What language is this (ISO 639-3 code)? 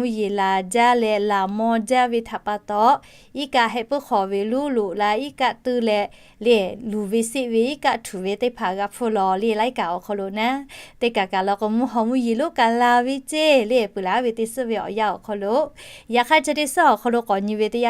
lhu